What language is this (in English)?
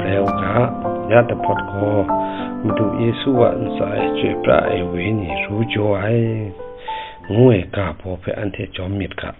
Kachin